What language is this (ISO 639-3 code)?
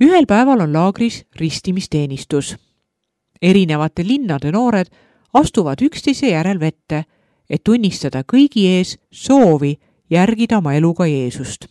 est